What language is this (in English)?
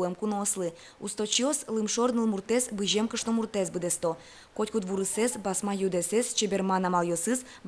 Udmurt